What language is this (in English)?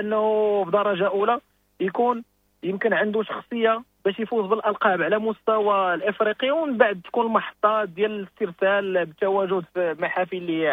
Moroccan Arabic